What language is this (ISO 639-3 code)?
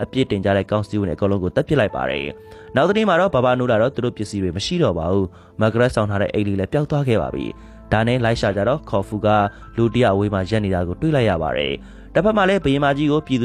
mya